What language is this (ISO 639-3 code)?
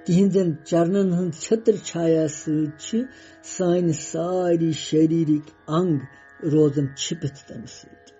kas